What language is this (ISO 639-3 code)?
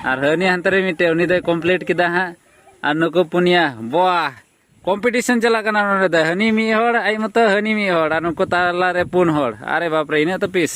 sat